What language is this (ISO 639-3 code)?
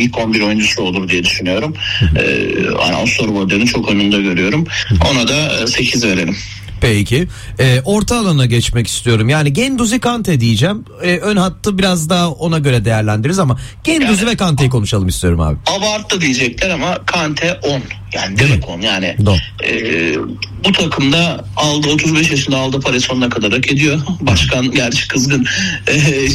tur